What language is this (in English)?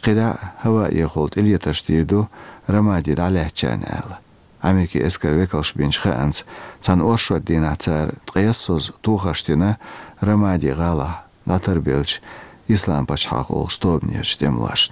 Chechen